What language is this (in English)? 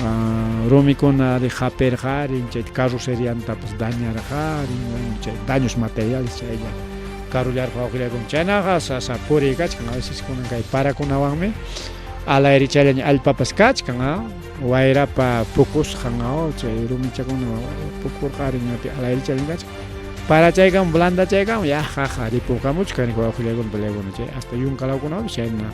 Ayacucho Quechua